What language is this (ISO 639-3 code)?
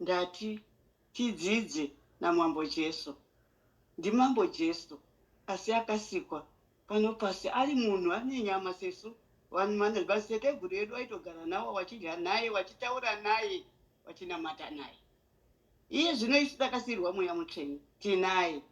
sna